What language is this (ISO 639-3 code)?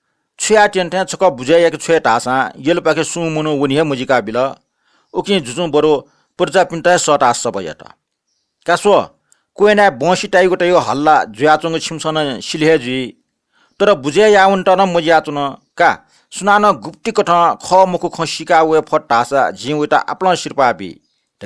new